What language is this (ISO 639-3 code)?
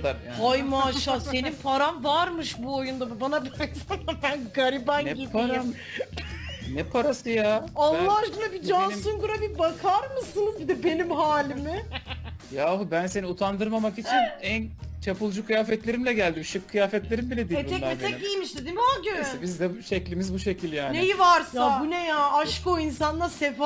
tur